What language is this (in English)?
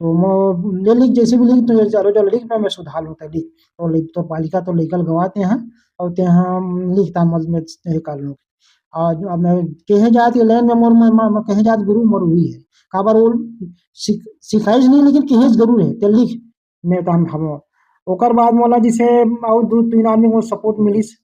Chhattisgarhi